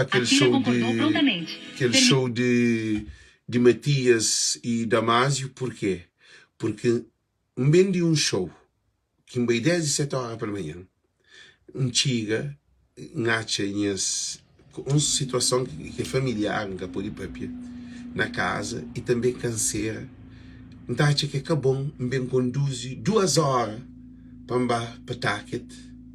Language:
Kabuverdianu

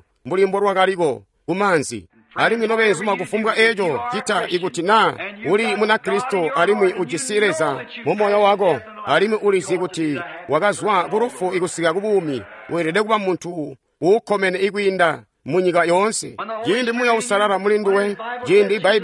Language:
Tonga (Zambia)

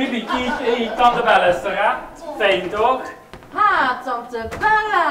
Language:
Limburgish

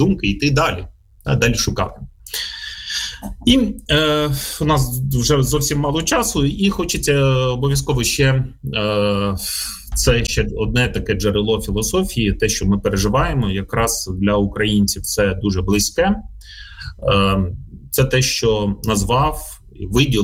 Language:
Ukrainian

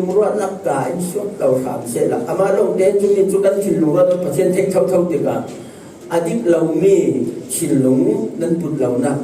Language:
Falam Chin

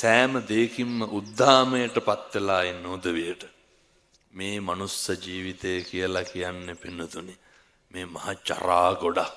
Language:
Sinhala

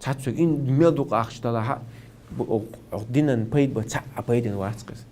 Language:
Chechen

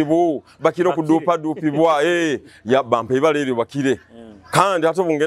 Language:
Nyoro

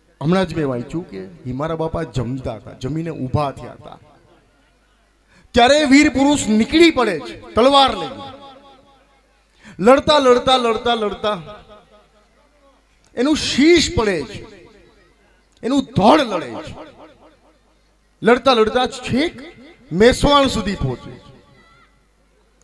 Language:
Gujarati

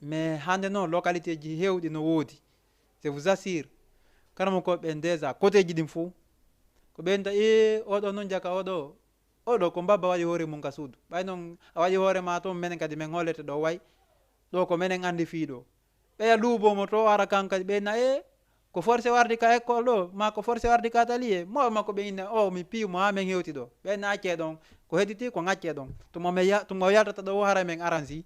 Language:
Fula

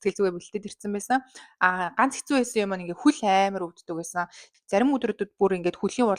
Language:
Mongolian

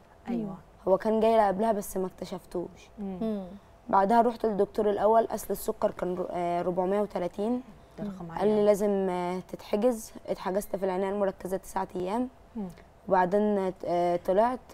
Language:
Egyptian Arabic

